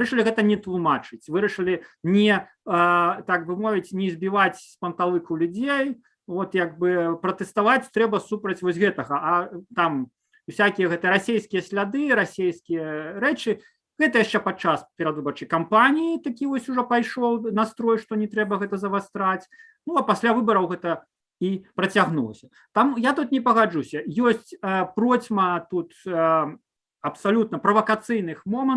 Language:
Belarusian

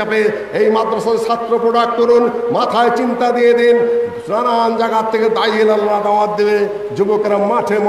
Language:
Bangla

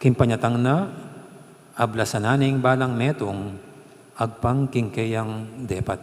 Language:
Pampanga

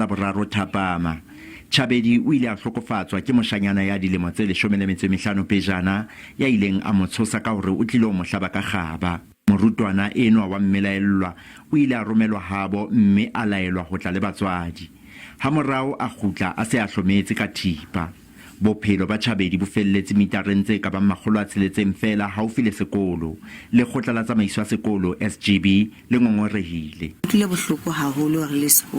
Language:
Southern Sotho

